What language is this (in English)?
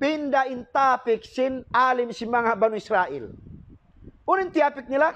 Tausug